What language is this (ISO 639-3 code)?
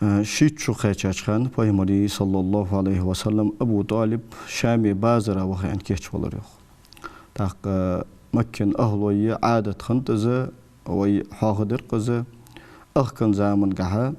inh